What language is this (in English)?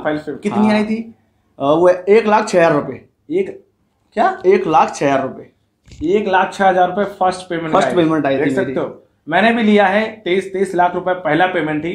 Hindi